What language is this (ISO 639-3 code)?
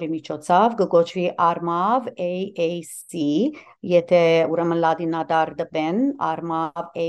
hyw